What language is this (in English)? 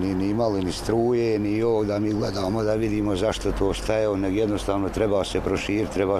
Bosnian